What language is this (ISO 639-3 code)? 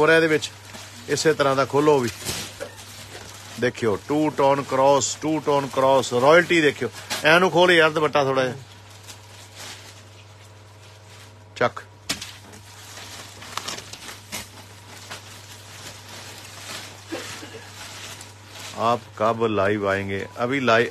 pan